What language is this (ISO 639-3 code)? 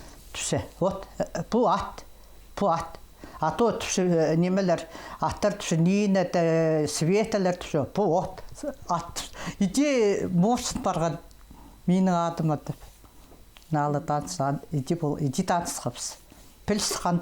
kjh